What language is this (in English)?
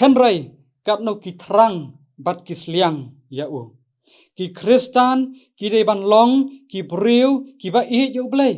Khasi